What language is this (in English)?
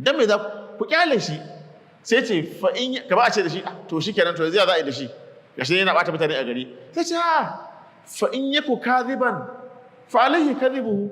Hausa